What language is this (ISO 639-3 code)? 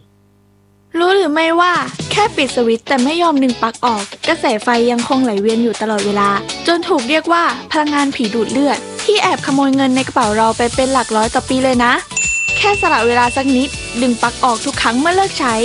tha